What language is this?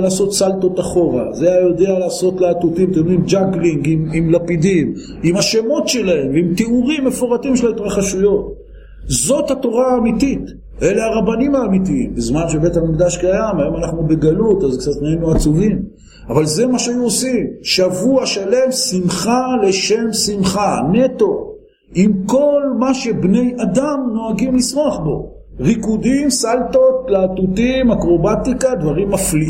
Hebrew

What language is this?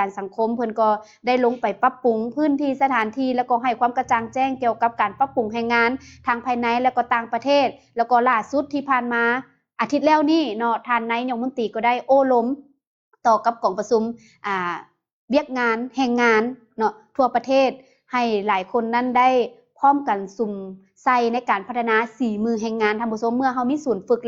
Lao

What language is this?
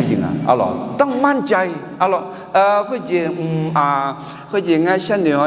Akha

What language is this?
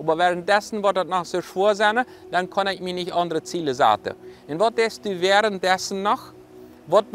Plautdietsch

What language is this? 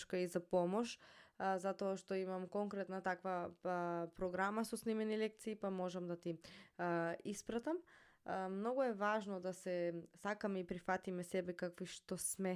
Macedonian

